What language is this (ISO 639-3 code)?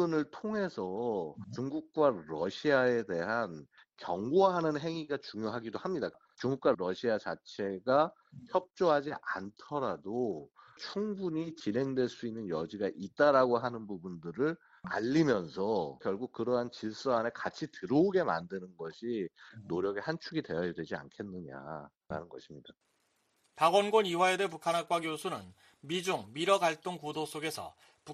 kor